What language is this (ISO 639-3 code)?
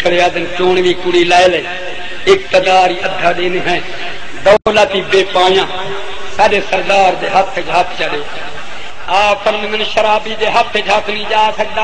skr